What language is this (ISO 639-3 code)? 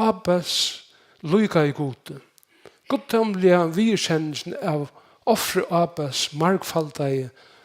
fao